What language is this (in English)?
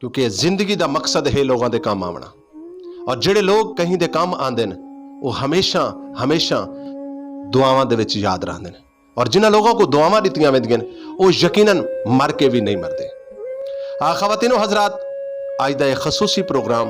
Saraiki